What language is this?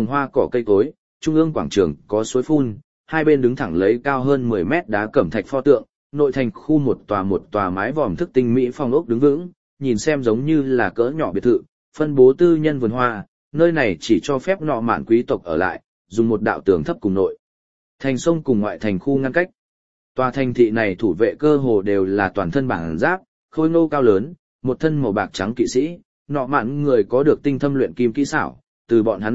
Vietnamese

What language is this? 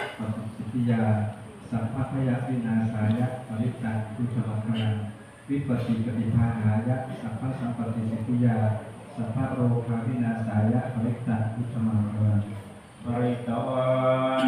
Pali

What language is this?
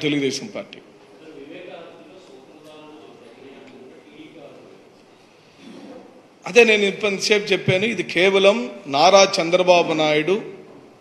Telugu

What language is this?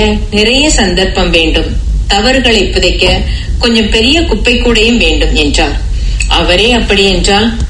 Tamil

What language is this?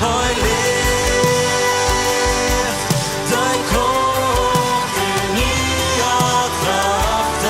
Plautdietsch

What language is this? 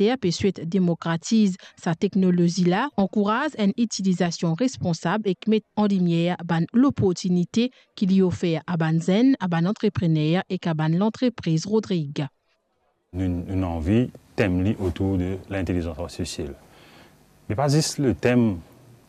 Morisyen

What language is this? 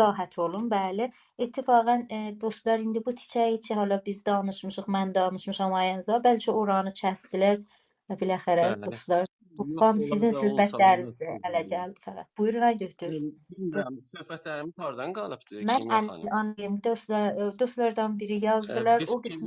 South Azerbaijani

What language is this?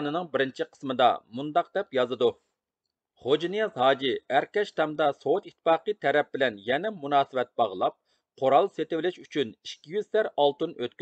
Uyghur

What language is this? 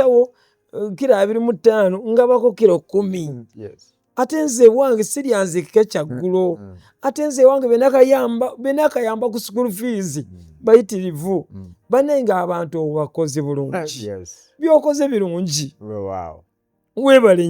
Ganda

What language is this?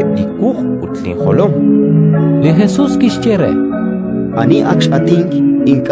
Kekchí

